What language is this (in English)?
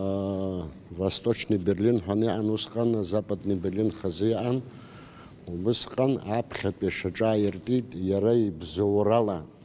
Abkhazian